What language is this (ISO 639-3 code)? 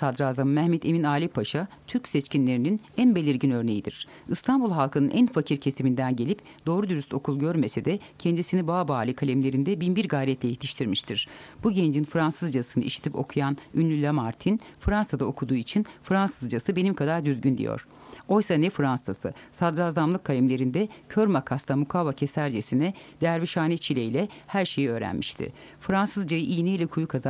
tur